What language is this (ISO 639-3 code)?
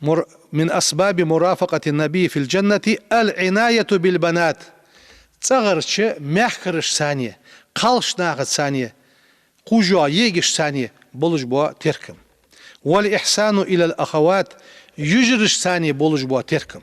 inh